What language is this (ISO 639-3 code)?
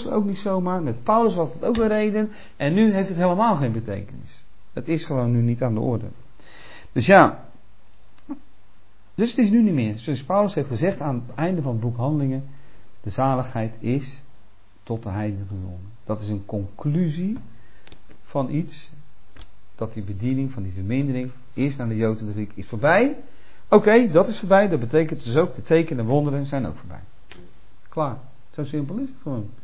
nld